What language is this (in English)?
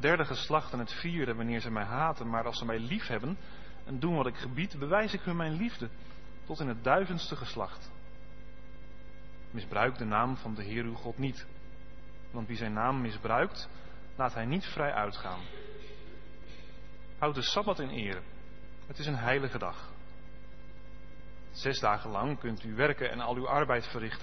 Dutch